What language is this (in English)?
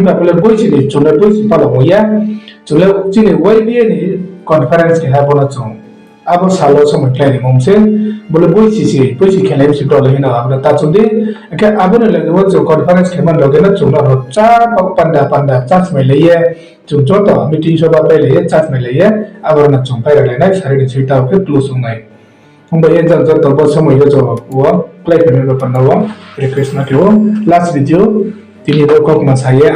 Riang (India)